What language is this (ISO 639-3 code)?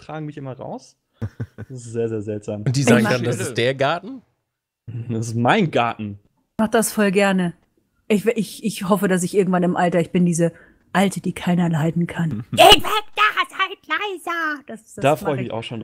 deu